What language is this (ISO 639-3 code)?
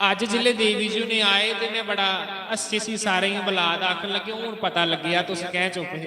doi